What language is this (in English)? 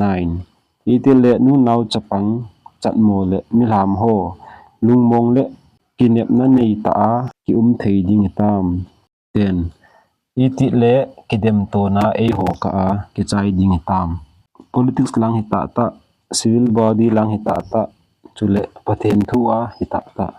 Thado Chin